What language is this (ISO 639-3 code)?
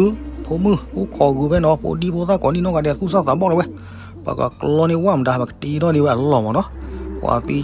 ksw